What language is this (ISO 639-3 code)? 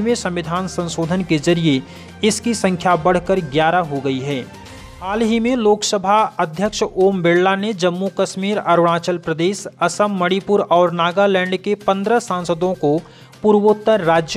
hin